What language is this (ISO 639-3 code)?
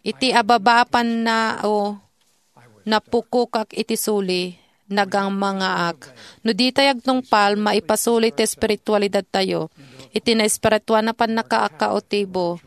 ilo